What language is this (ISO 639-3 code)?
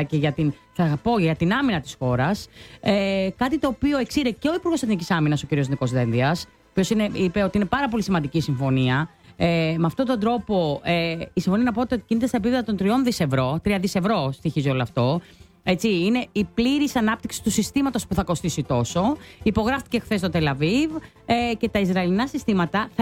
ell